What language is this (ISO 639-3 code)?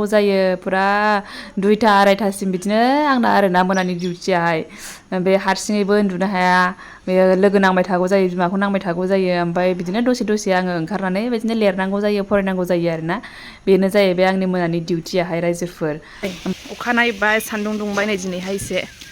brx